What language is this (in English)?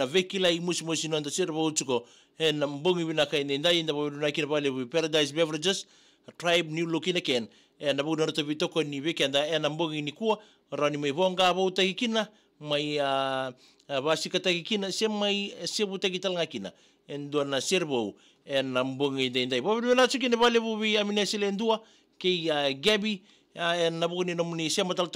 Fijian